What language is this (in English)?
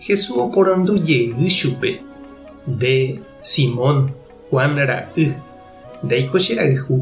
Guarani